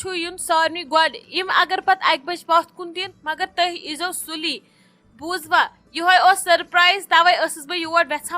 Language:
Kashmiri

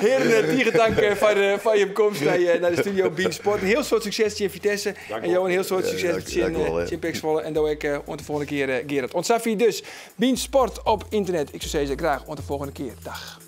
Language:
Western Frisian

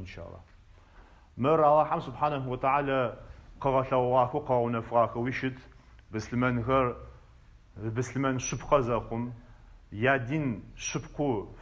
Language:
Adyghe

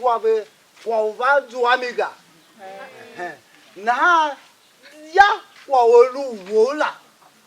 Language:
Tiv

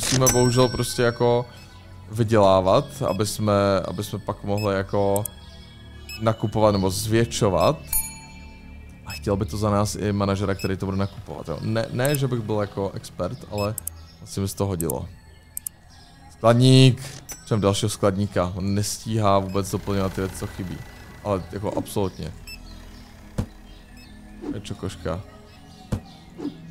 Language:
Czech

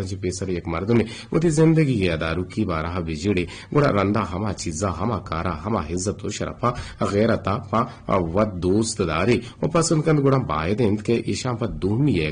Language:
Eastern Balochi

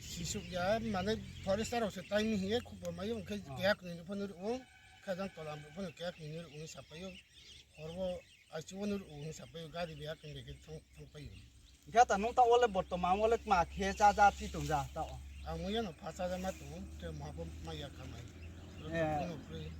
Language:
Riang (India)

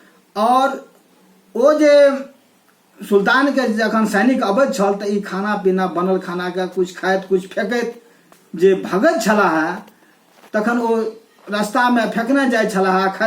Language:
Maithili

